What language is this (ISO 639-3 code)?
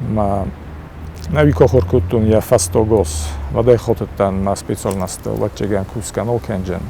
oss